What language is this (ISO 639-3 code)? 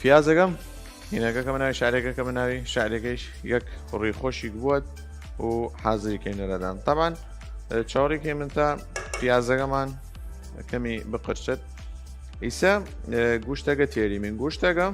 sdh